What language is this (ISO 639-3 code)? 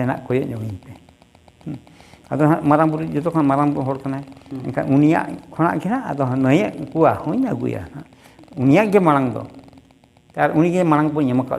sat